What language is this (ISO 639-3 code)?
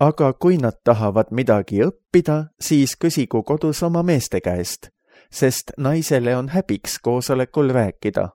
est